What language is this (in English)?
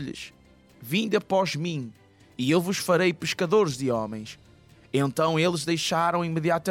Portuguese